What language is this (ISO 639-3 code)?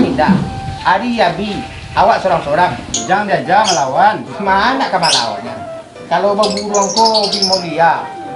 min